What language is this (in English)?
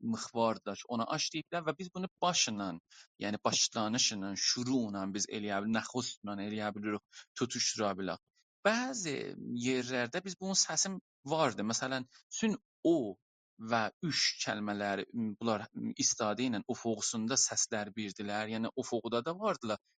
South Azerbaijani